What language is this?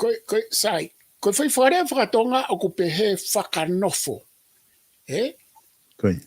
Tongan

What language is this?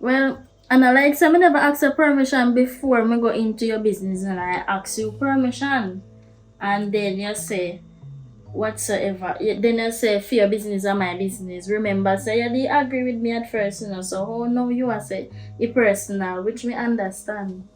Jamaican Creole English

